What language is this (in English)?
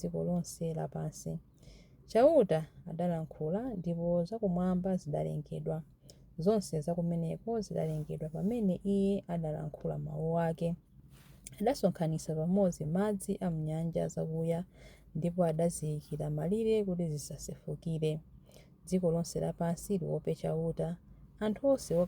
Nyanja